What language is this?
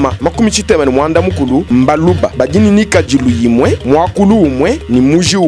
Luba-Lulua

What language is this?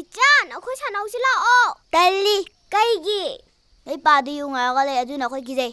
Manipuri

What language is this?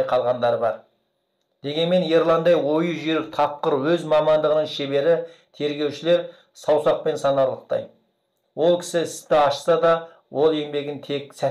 Kazakh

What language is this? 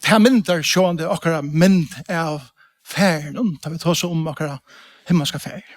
Faroese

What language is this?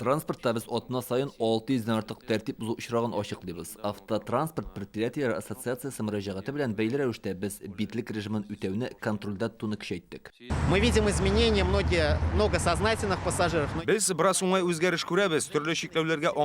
Tatar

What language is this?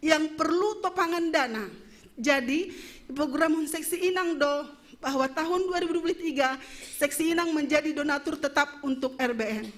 Batak Simalungun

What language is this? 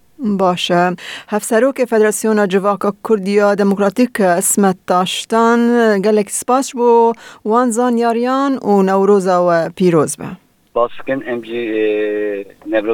Kurdish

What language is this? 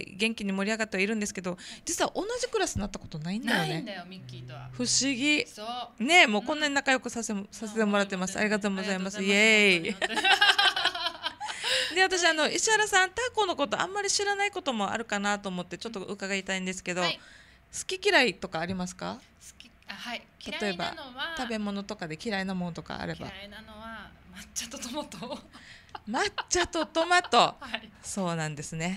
Japanese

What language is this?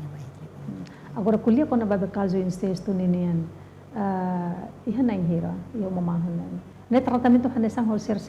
Tetum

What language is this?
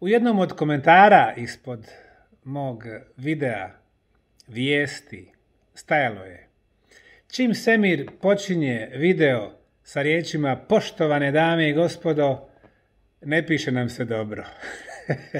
Bosnian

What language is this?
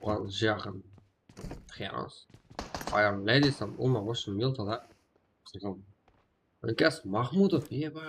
Kara-Kalpak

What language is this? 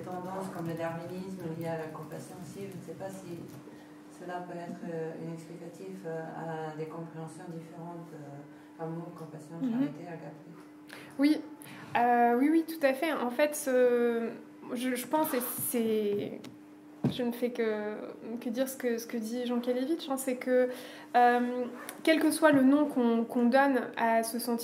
French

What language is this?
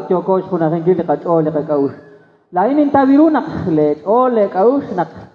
Kekchí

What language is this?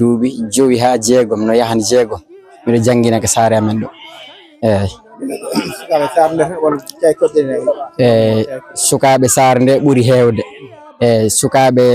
Fula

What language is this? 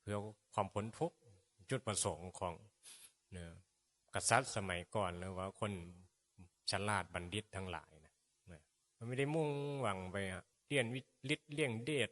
Northeastern Thai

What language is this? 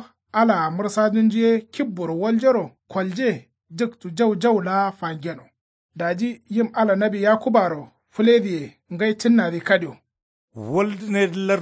Kanuri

